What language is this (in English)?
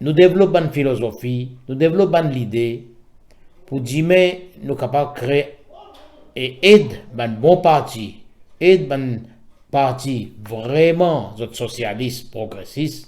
Morisyen